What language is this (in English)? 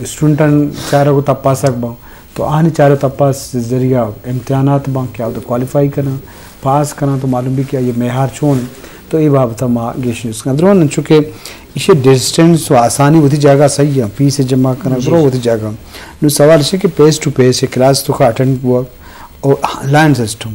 Eastern Balochi